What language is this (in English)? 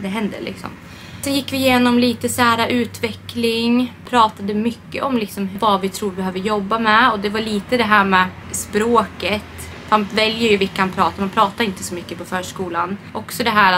Swedish